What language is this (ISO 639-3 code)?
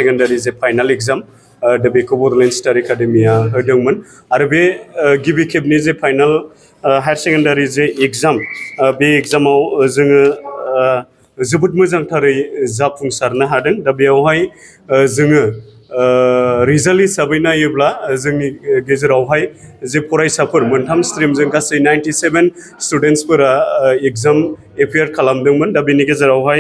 brx